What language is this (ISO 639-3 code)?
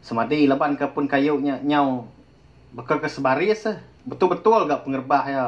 iba